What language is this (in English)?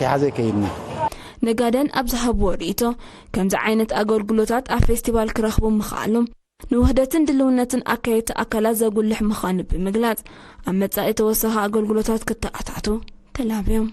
Tigrinya